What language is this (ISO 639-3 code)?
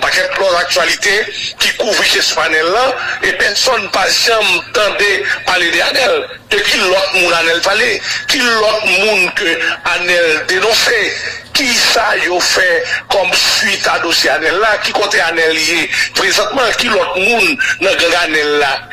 hat